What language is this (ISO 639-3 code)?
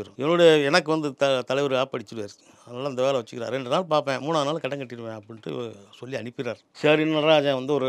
tam